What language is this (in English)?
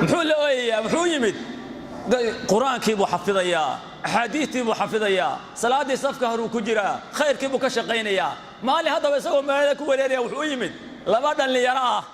Somali